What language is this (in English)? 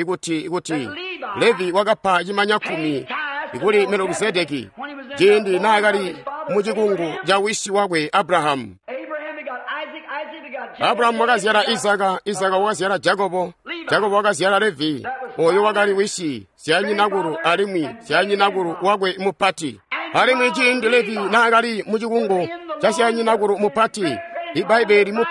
Tonga (Zambia)